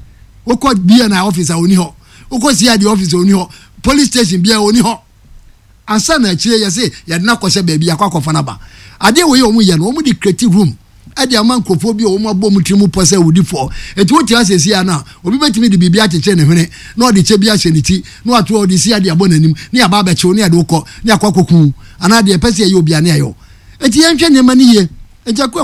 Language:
Akan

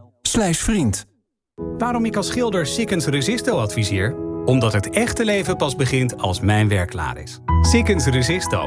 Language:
Dutch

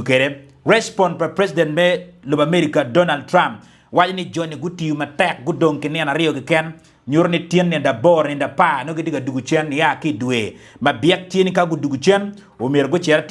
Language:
Acoli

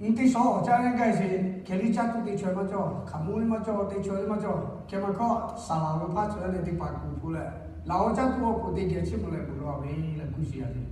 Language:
Lahu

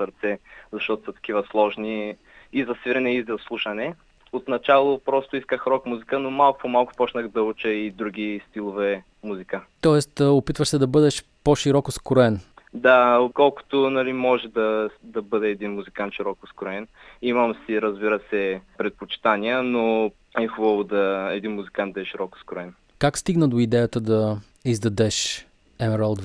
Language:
Bulgarian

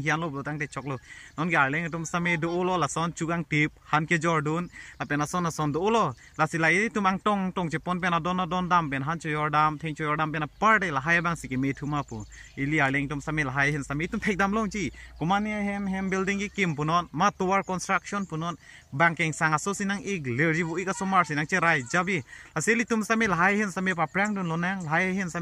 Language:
Karbi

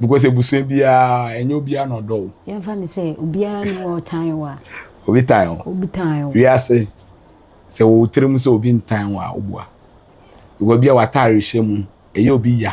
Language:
Akan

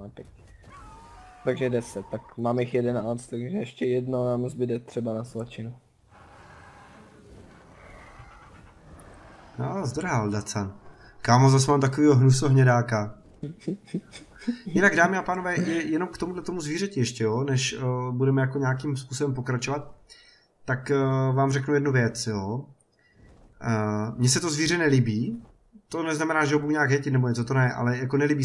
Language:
Czech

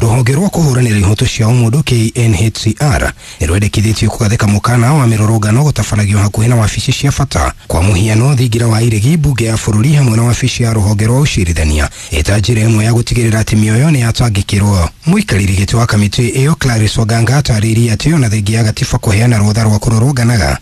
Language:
Kikuyu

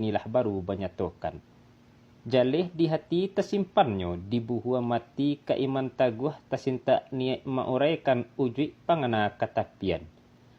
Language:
Minangkabau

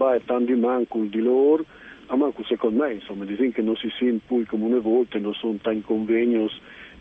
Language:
Friulian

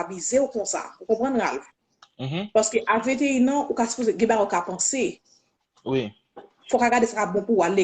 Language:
Haitian Creole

